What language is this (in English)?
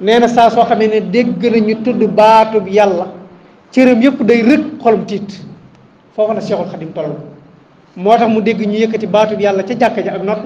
Wolof